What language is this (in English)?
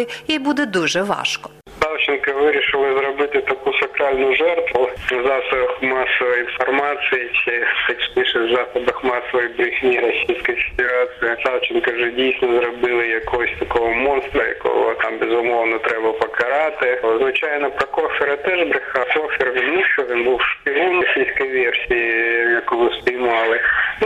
Ukrainian